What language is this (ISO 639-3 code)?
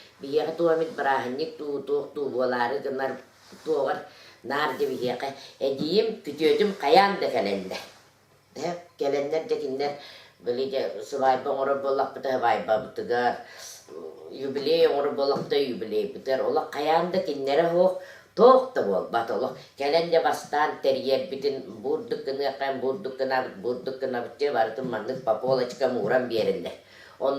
sah